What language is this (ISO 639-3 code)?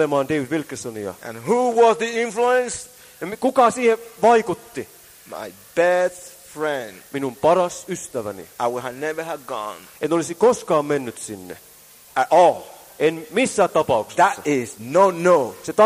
fin